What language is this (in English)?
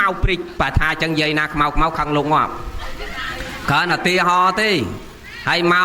Khmer